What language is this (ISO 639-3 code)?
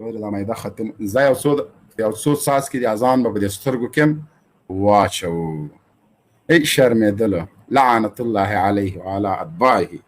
pus